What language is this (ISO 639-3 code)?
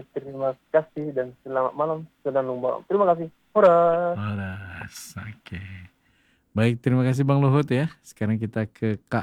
ind